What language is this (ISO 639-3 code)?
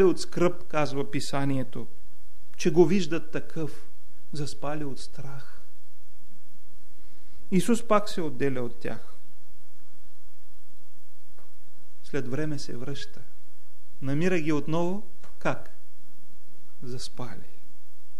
bul